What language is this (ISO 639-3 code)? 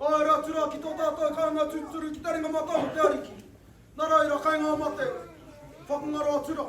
mri